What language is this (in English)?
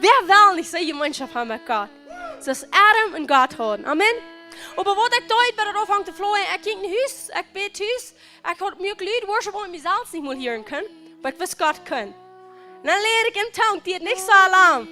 Plautdietsch